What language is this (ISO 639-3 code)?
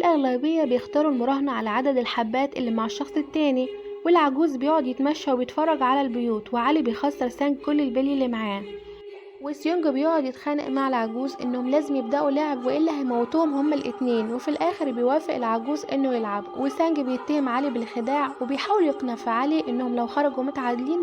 arz